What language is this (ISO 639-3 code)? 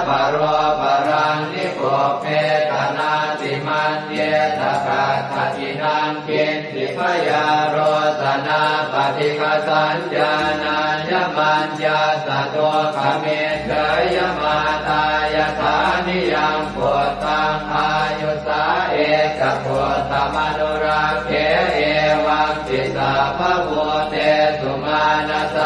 pli